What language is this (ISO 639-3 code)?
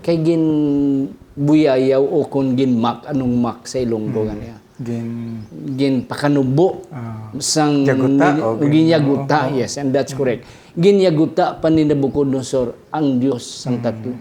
hil